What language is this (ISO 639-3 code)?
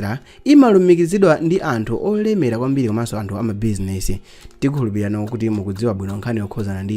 nya